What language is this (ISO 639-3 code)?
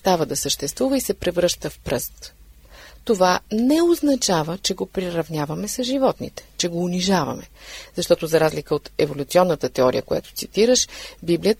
bul